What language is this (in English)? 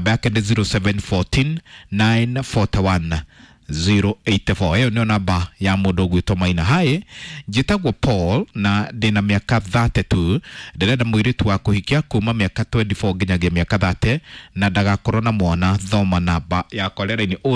Kikuyu